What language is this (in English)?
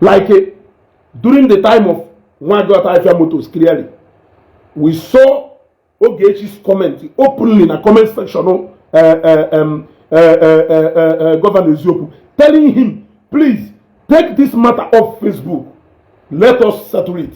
Igbo